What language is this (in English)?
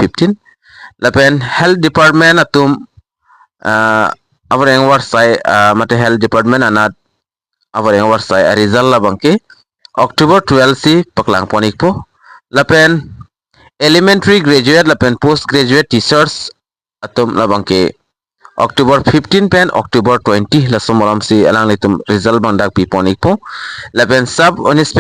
Karbi